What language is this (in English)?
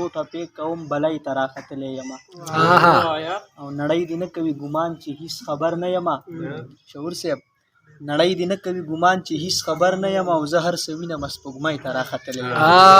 Pashto